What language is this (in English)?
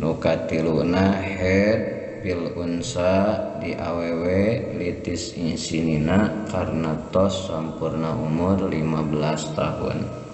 Sundanese